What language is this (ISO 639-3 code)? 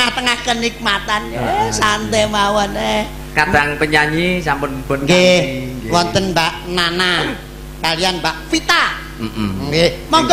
jav